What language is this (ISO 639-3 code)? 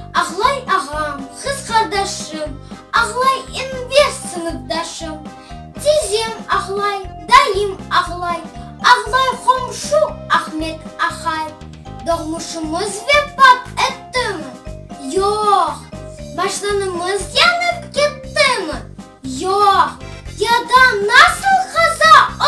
crh